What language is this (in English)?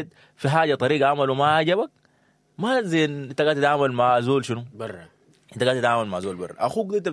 Sudanese Arabic